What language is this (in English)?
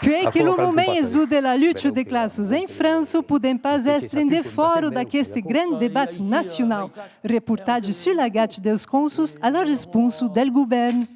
Occitan